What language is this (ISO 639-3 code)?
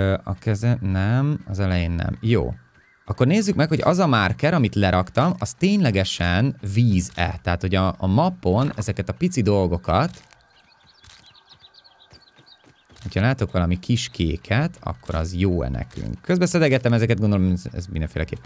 hun